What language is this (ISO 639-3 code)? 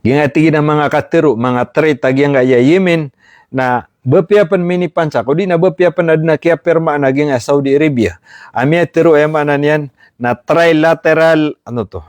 mrw